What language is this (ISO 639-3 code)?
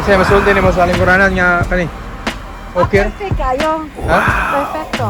ceb